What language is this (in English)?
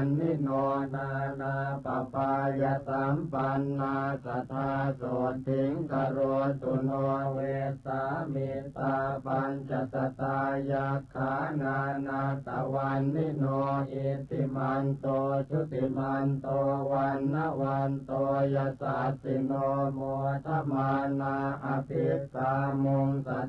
Pali